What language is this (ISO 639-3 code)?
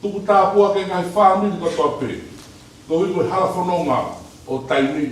ton